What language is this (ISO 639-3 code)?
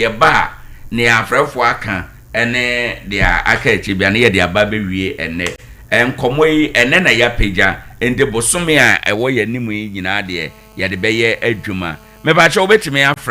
aka